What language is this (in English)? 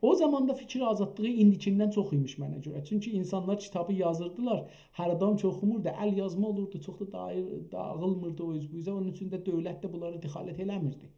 South Azerbaijani